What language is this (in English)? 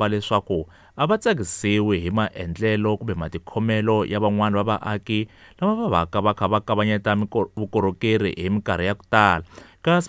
Tsonga